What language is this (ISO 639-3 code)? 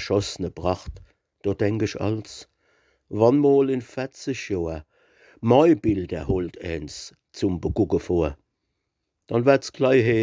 pfl